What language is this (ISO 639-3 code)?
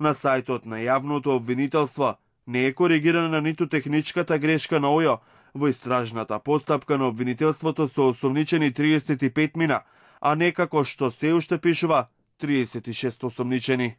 mkd